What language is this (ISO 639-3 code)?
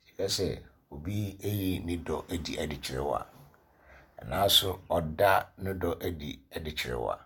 aka